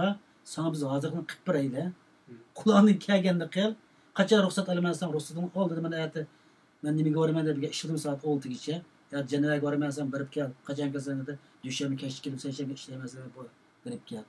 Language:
Uyghur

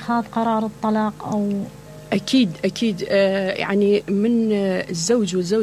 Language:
Mesopotamian Arabic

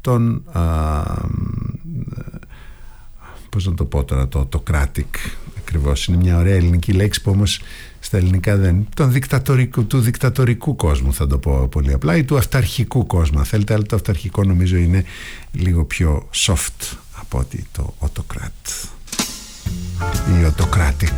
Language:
Greek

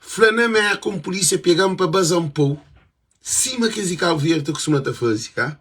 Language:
Kabuverdianu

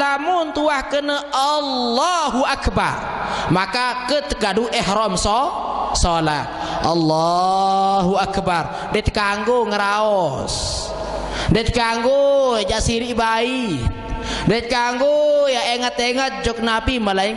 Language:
Sasak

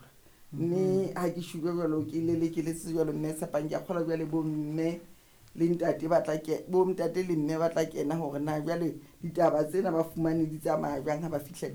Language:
Southern Sotho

